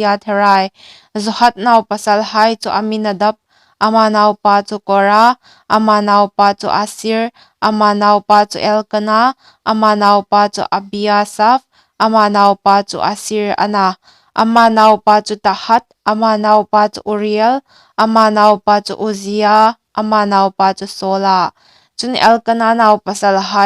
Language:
Hmar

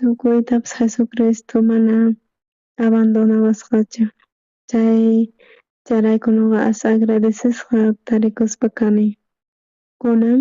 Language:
South Bolivian Quechua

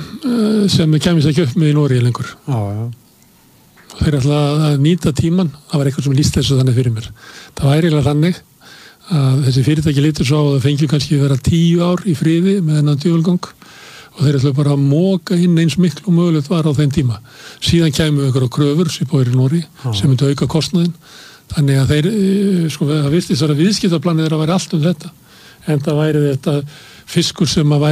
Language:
Icelandic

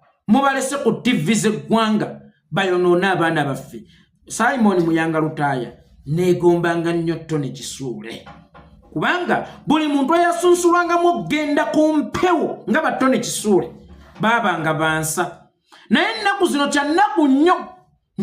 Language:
Ganda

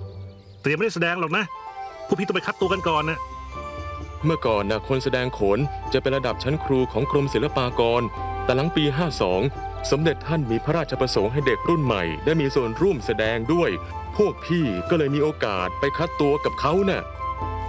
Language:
Thai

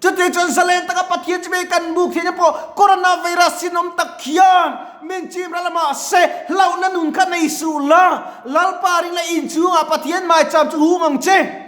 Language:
Mizo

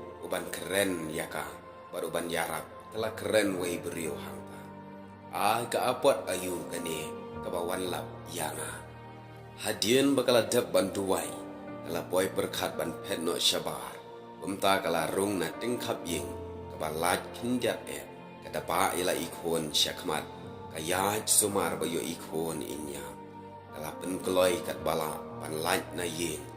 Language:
Khasi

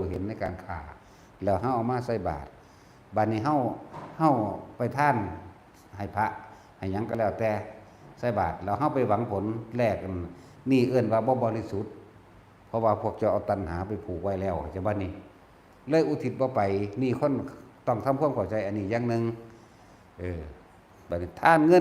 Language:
Northeastern Thai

